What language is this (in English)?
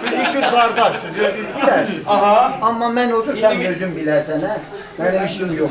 South Azerbaijani